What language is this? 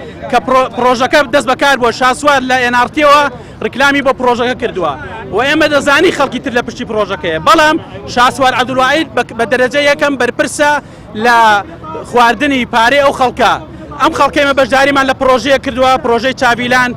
Central Kurdish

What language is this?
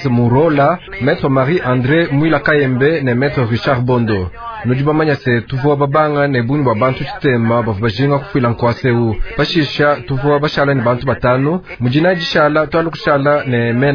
Luba-Lulua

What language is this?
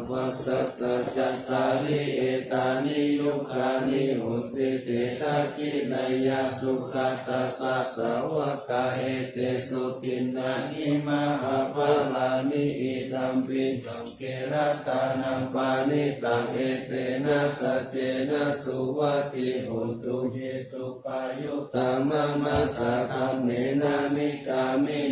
Pali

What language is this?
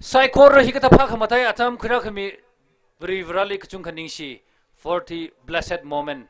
Tangkhul Naga (India)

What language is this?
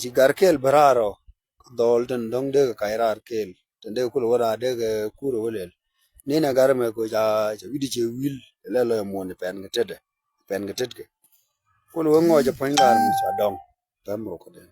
Nuer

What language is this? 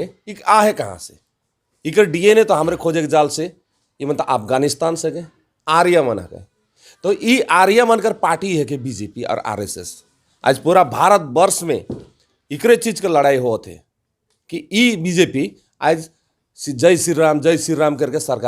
Sadri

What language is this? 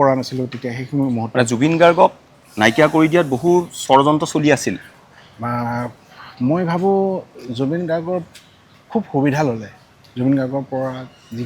Assamese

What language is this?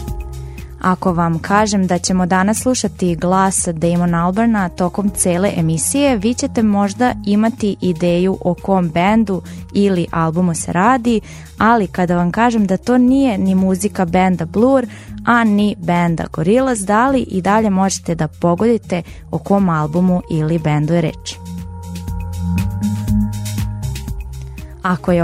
Serbian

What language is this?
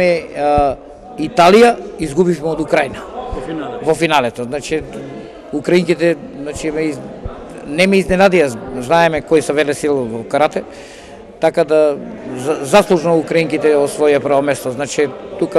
Macedonian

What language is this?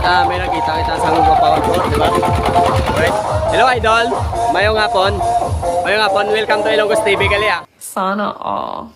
Hiligaynon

